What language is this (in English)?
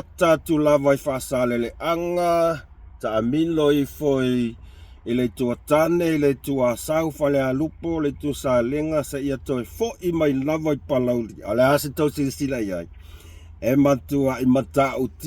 Samoan